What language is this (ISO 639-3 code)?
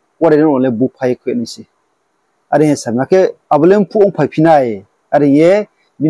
ria